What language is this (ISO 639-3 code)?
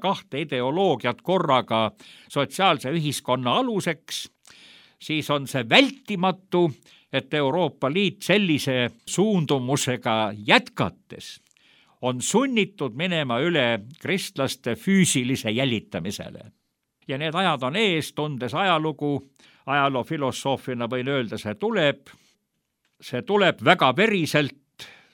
est